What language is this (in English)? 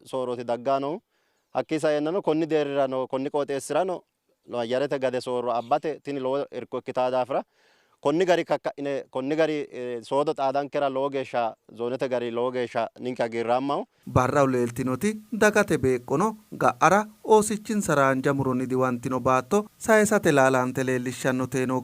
Sidamo